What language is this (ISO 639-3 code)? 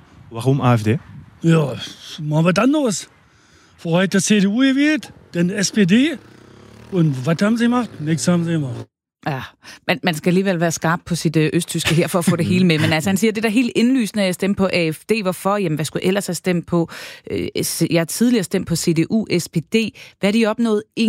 dan